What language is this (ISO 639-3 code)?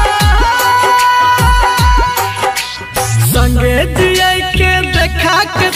bho